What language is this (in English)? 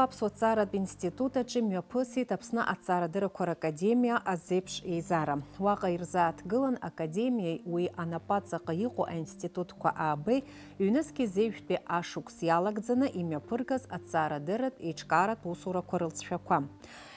Abkhazian